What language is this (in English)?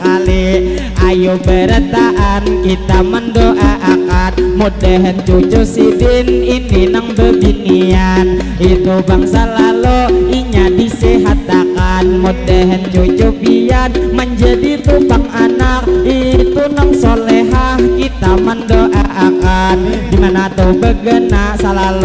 Banjar